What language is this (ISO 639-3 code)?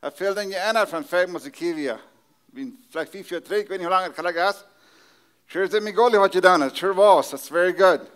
pdt